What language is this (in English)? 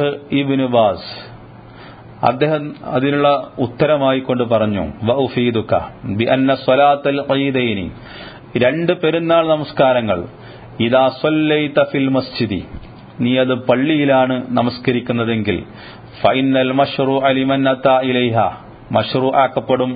Malayalam